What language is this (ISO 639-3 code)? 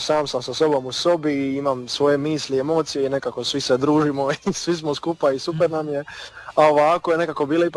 hrv